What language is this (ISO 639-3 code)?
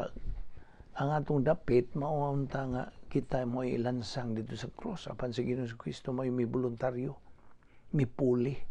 ceb